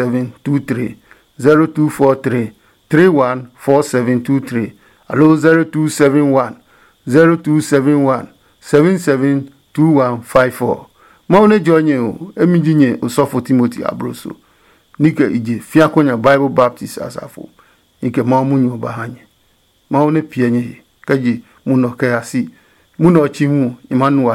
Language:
Adangme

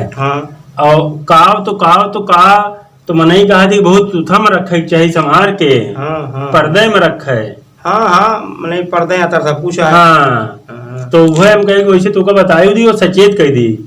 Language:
Awadhi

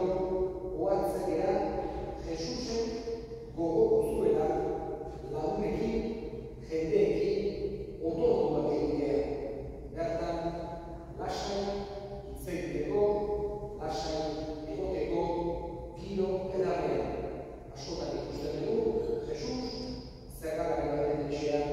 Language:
Basque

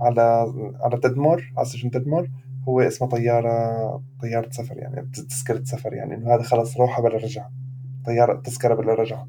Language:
North Levantine Arabic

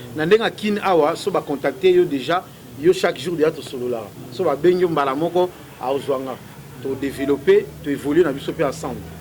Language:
Lingala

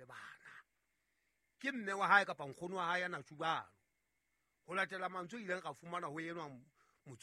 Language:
Southern Sotho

